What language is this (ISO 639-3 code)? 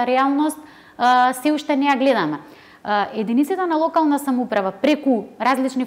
mkd